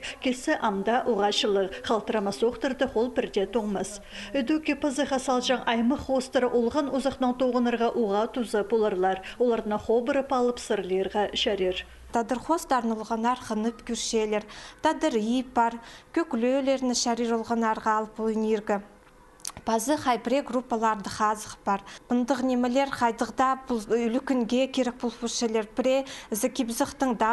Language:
Khakas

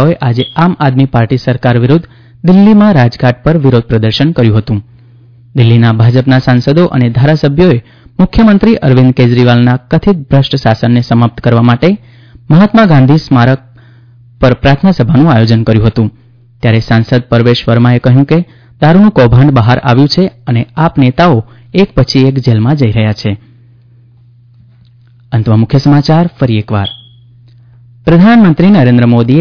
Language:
Gujarati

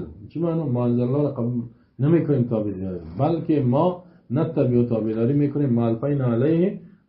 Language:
Persian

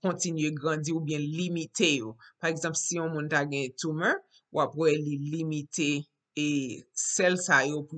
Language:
Haitian Creole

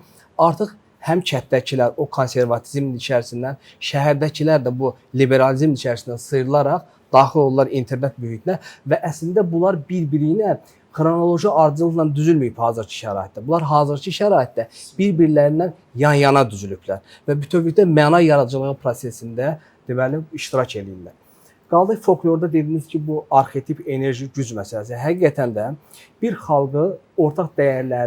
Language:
Azerbaijani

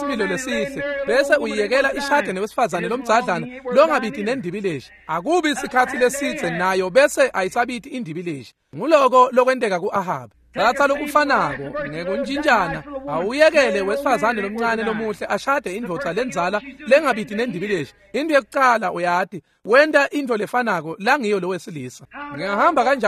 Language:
Swati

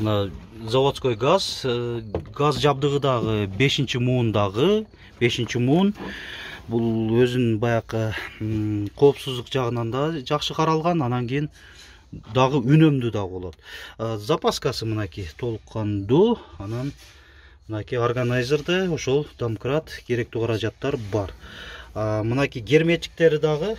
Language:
Kyrgyz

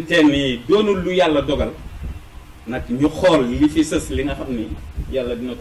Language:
Wolof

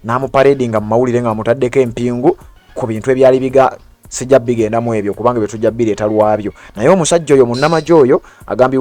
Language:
Ganda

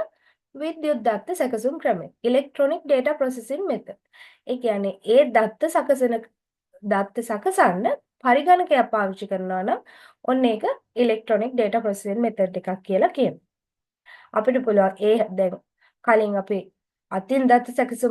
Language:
Sinhala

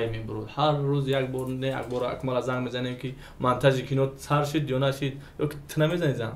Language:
Tajik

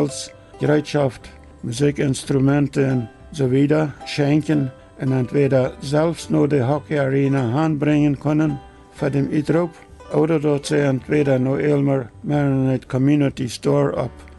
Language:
Plautdietsch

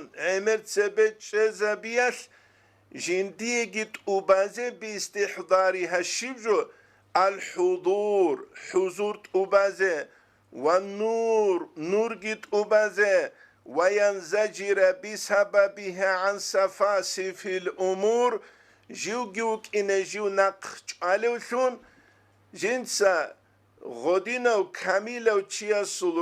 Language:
Avaric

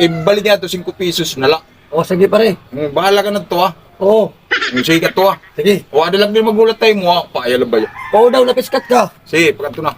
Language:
Waray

